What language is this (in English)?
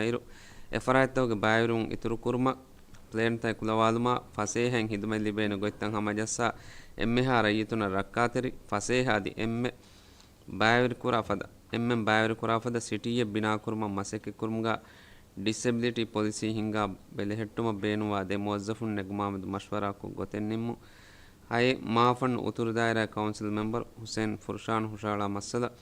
Divehi